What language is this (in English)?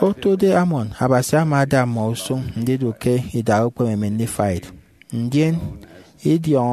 Efik